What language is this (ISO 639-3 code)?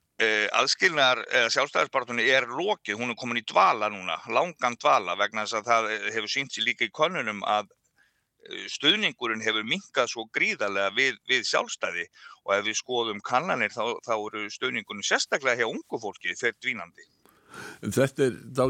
isl